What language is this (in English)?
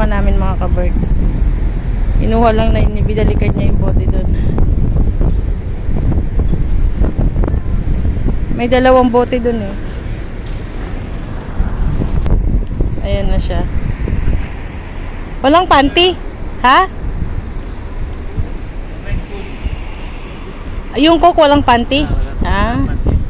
Filipino